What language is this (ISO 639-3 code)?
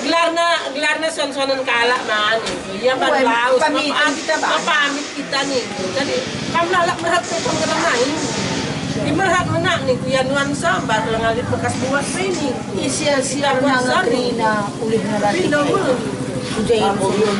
btx